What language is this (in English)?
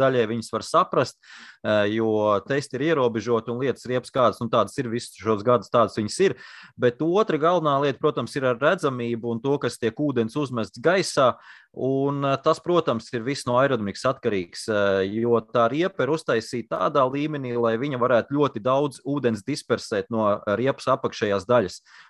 Latvian